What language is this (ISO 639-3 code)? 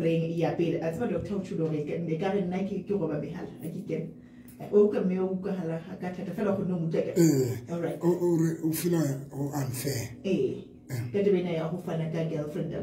sot